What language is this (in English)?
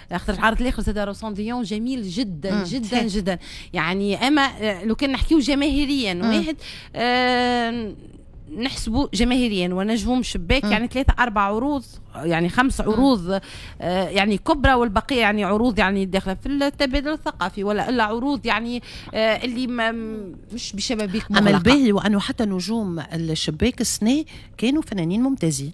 Tunisian Arabic